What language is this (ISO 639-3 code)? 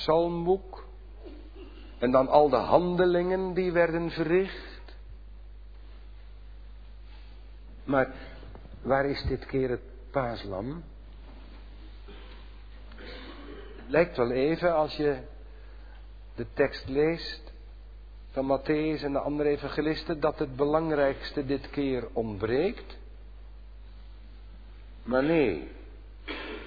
nld